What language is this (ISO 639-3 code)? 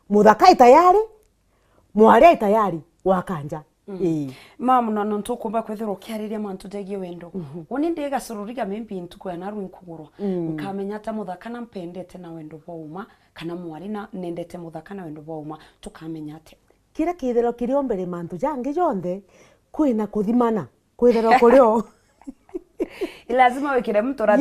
mer